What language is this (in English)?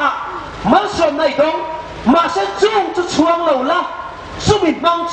Hmar